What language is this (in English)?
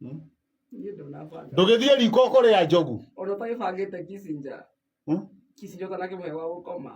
Kikuyu